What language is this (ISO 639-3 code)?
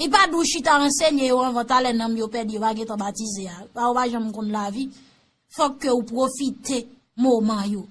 hat